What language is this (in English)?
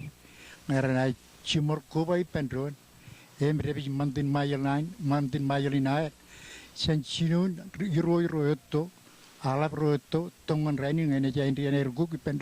Marshallese